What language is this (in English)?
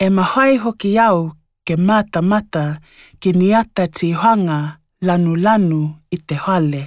Tokelau